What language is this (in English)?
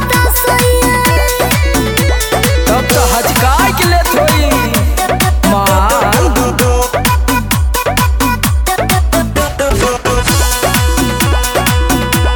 Bhojpuri